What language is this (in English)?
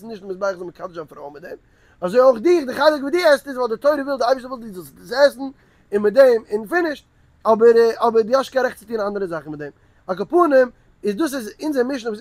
Yiddish